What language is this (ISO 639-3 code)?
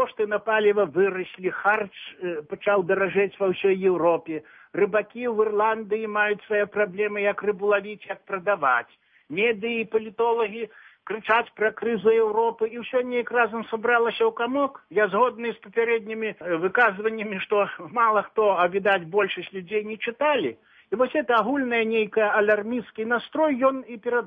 bel